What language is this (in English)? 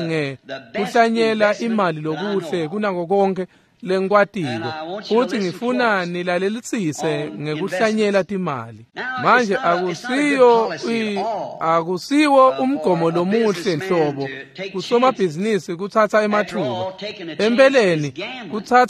Swati